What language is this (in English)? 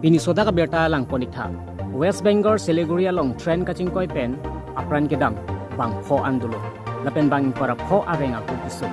Karbi